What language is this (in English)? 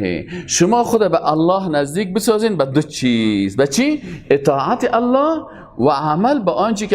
Persian